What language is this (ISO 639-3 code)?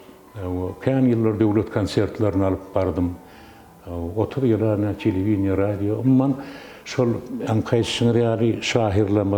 tuk